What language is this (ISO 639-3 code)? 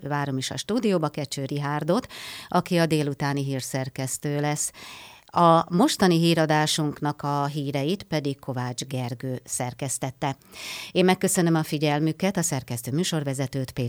hun